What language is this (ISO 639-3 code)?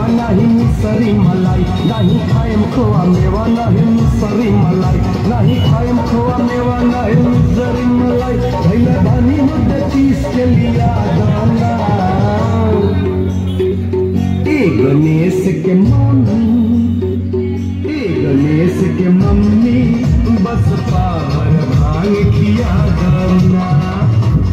bho